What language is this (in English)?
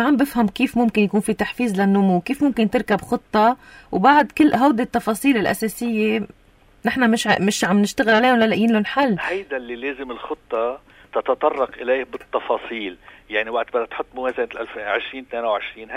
North Levantine Arabic